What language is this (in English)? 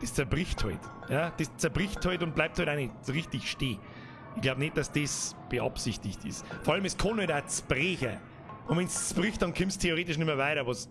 Bavarian